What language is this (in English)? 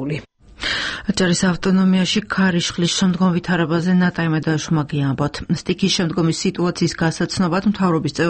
Georgian